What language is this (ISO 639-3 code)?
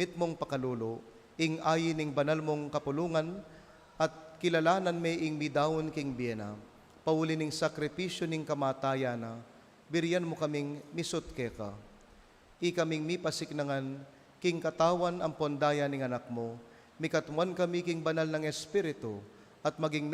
pam